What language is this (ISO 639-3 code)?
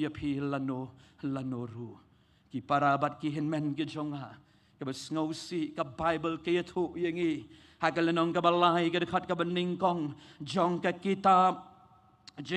kha